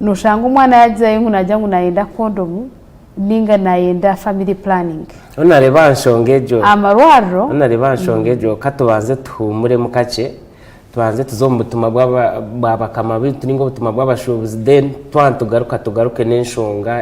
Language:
Nyankole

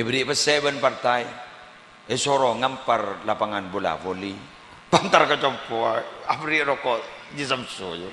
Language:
Madurese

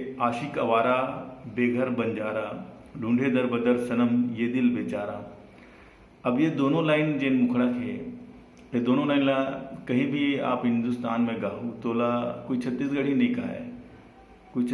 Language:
Chhattisgarhi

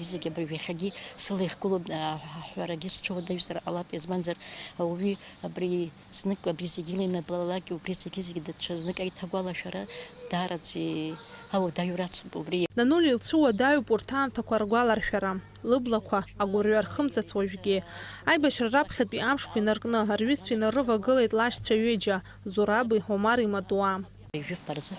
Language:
Abkhazian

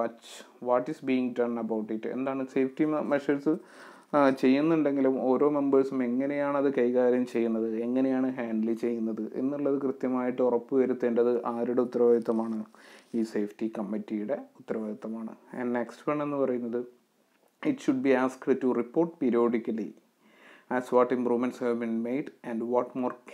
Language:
Malayalam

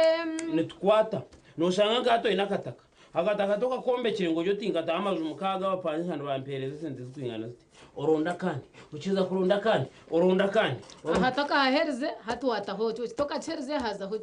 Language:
Nyankole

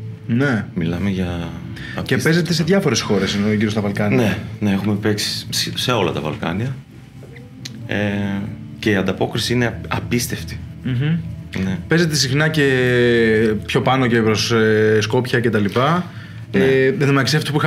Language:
Greek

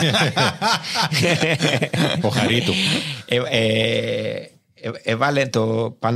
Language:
Greek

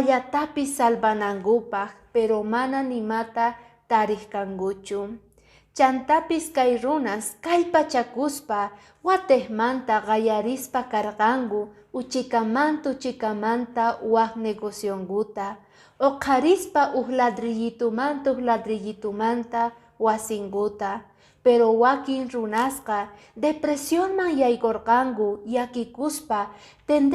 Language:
Quechua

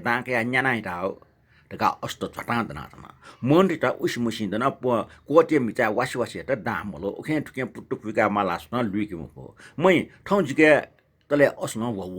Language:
Newari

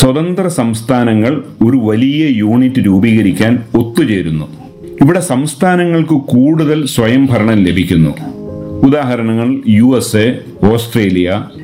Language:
Malayalam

